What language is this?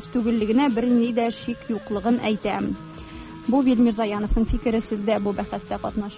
Tatar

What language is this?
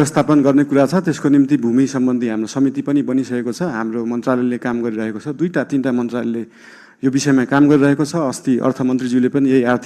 Nepali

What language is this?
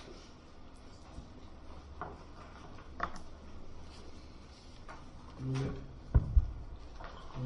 Polish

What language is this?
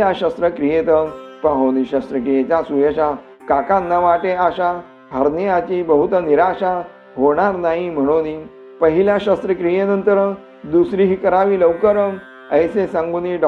Marathi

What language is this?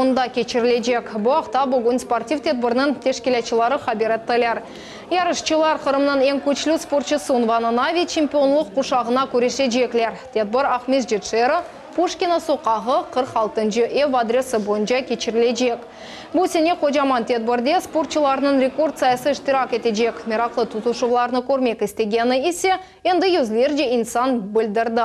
Crimean Tatar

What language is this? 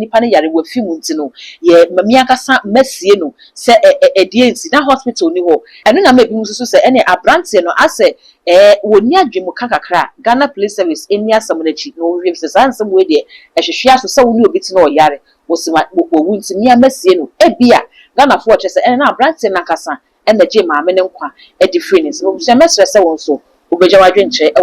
Akan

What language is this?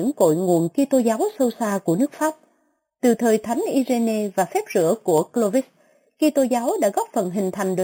Vietnamese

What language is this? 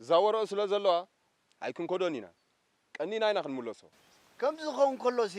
Tigrinya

